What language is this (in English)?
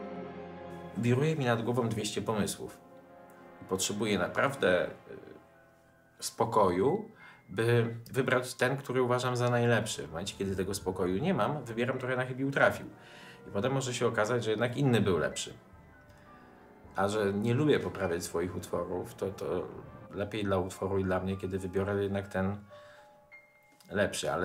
Polish